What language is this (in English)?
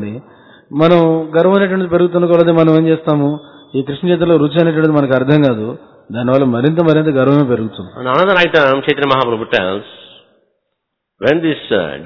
Telugu